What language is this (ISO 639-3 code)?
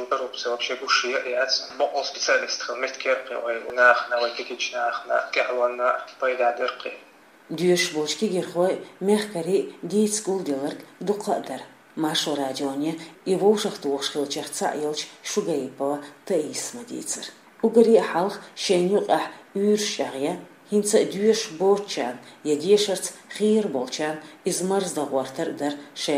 che